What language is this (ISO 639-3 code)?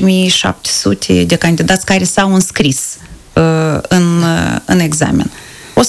ron